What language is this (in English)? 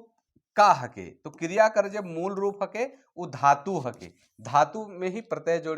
Sadri